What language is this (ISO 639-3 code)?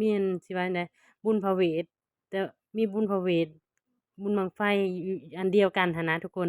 lao